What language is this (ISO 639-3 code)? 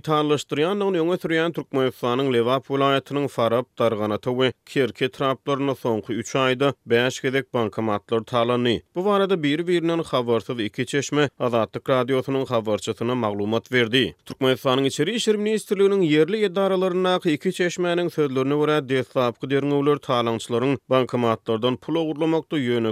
tuk